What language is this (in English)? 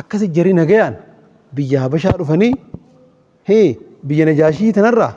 Oromo